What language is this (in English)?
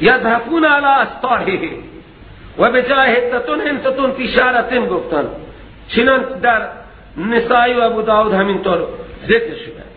Persian